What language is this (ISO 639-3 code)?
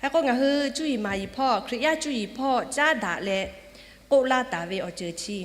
lhu